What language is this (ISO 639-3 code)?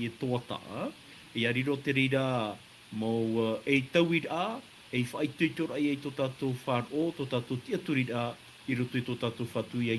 tah